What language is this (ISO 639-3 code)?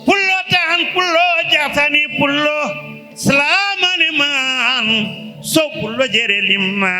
ful